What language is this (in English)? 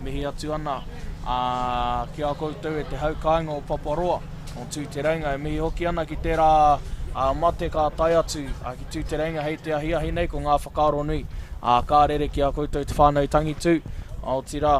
Māori